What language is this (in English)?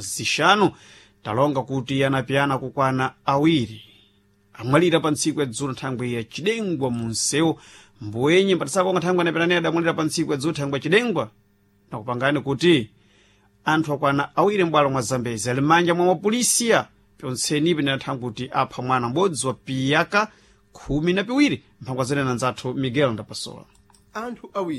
Sena